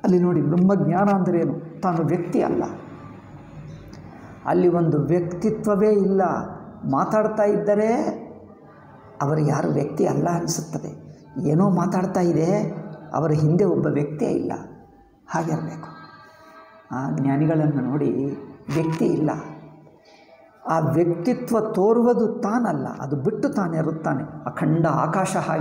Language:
Kannada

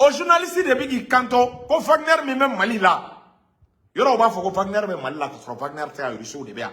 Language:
Bambara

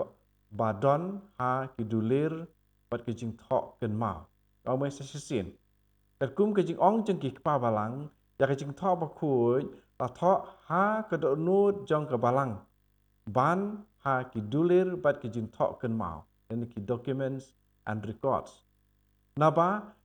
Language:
Khasi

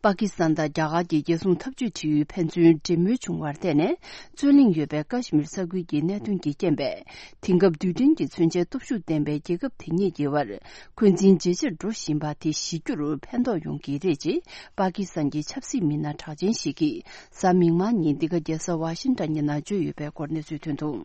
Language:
Tibetan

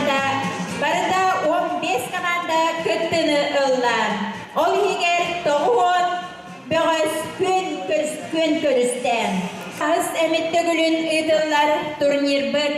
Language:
Yakut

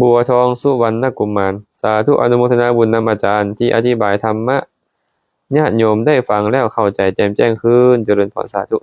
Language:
Lao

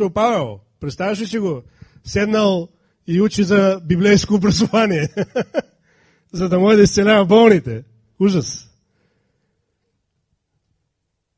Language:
Bulgarian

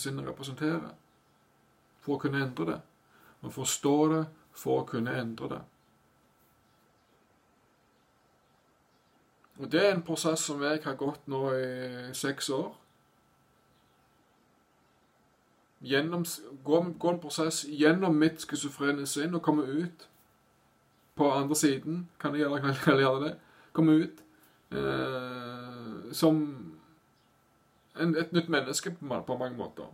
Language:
Norwegian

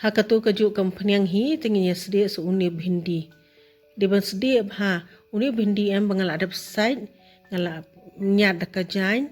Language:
Khasi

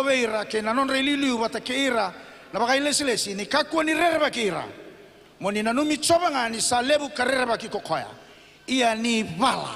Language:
Fijian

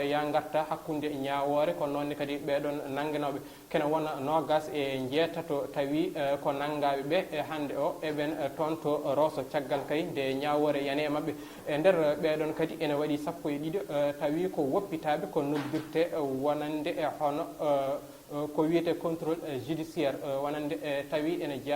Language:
Fula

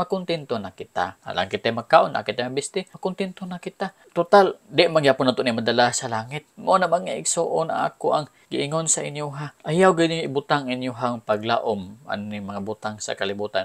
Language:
Cebuano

